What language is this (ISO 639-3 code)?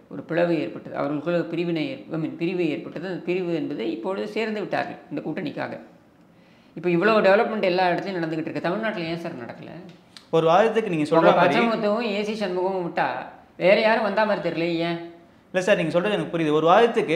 tam